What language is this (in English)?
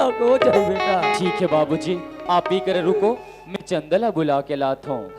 Chhattisgarhi